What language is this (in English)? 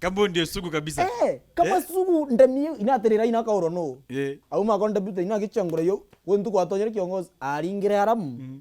Meru